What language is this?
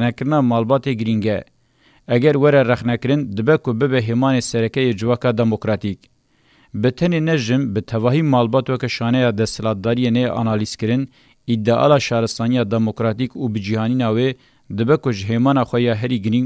Kurdish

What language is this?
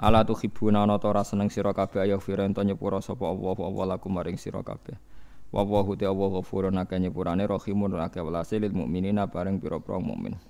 Javanese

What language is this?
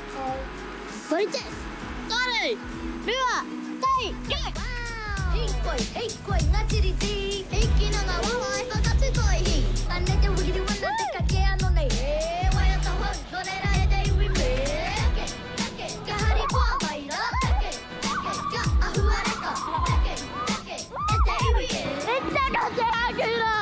Māori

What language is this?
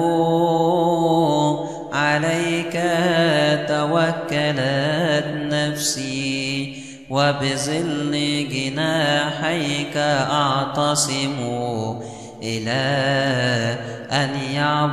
Arabic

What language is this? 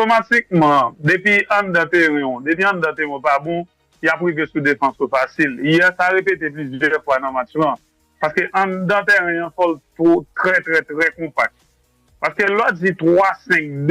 Haitian Creole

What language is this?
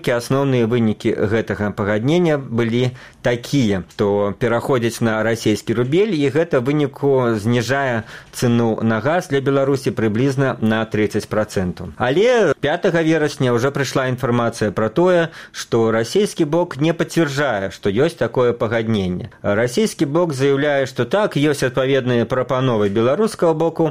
Belarusian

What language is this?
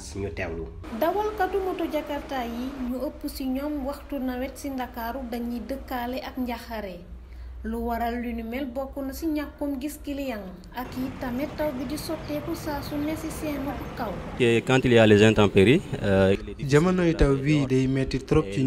Wolof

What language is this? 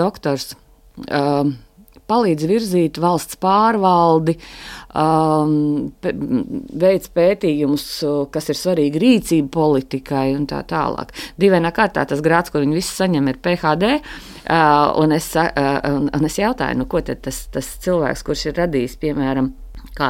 Latvian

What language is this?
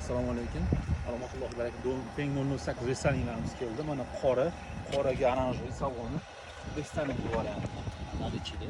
Uzbek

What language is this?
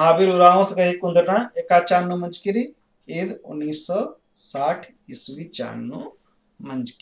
Kurukh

